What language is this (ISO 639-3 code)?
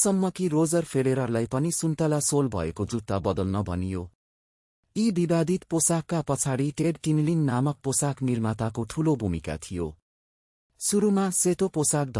nep